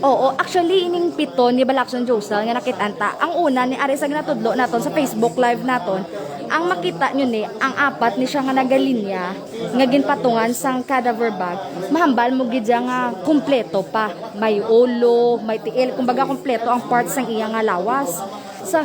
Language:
Hiligaynon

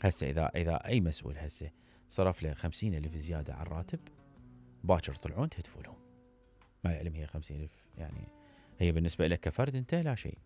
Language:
Mesopotamian Arabic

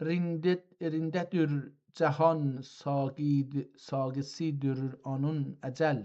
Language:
South Azerbaijani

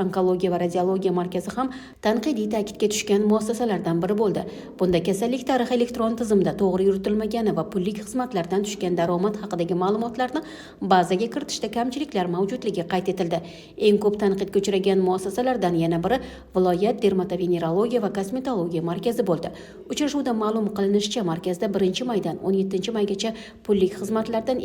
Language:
Uzbek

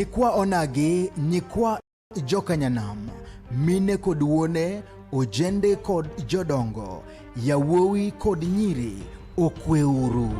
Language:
Luo (Kenya and Tanzania)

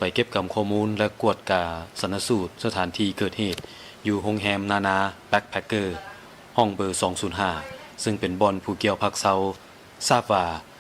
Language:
Lao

